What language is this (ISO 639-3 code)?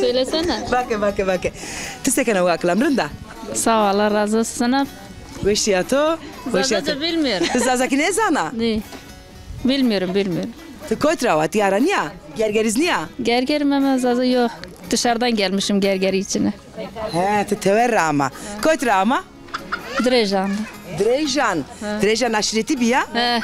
zza